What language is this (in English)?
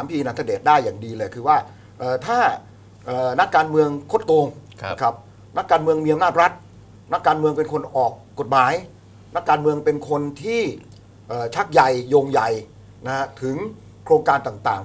Thai